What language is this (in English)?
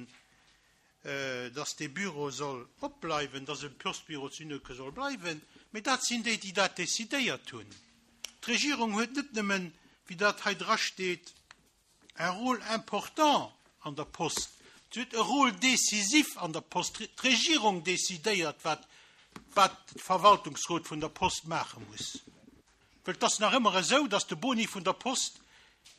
Luxembourgish